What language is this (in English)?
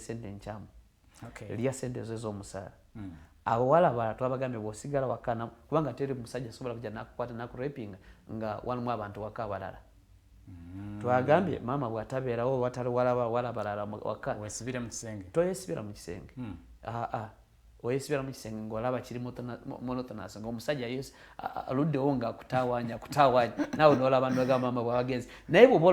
Ganda